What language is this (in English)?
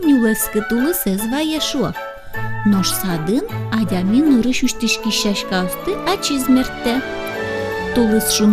Udmurt